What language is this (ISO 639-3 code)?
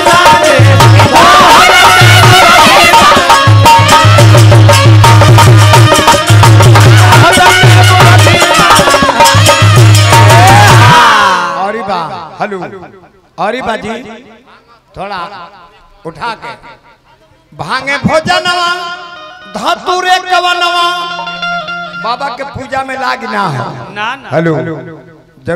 bho